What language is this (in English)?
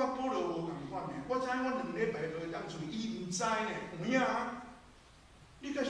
Min Nan Chinese